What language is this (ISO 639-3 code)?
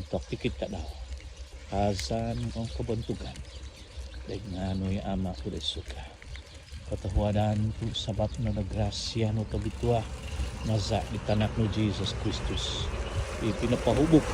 dtp